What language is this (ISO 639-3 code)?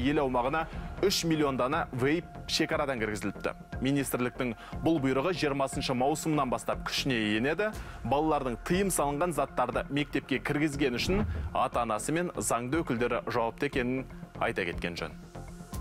kaz